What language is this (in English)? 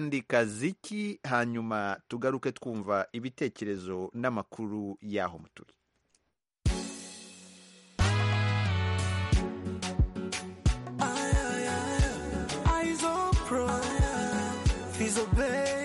Kinyarwanda